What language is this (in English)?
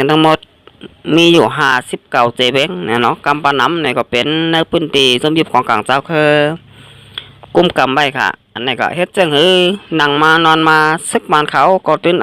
Shan